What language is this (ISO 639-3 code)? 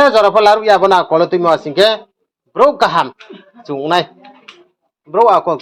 ria